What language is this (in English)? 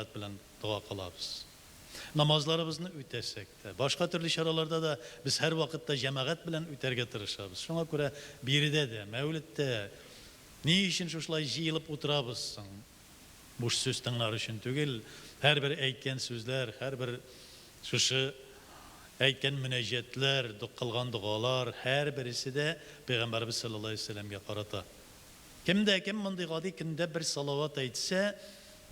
Tatar